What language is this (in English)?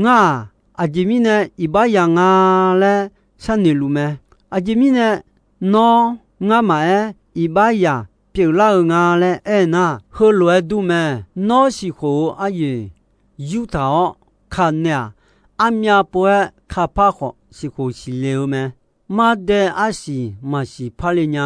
Akha